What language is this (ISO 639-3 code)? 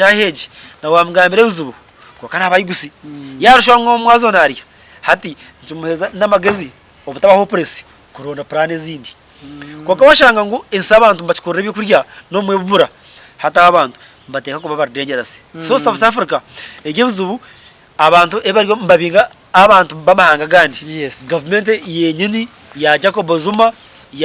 nyn